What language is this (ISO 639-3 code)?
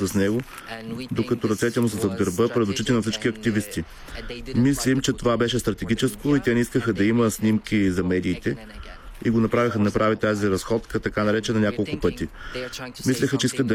bul